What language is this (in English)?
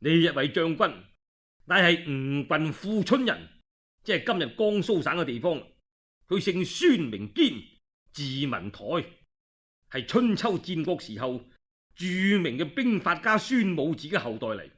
Cantonese